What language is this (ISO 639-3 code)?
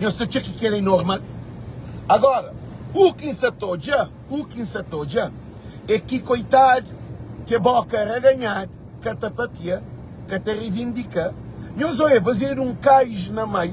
kea